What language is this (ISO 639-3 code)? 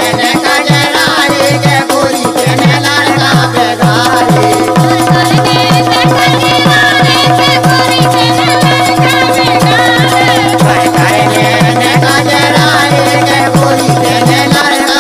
bho